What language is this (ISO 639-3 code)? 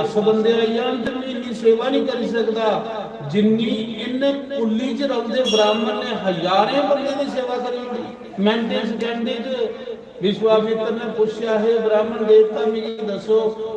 doi